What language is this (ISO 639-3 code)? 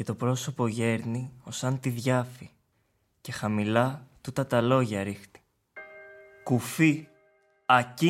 ell